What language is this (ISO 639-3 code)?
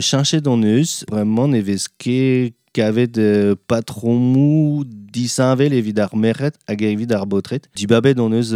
bre